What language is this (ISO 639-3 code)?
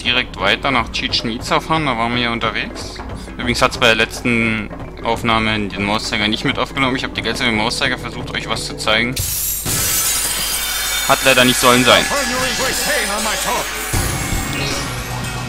deu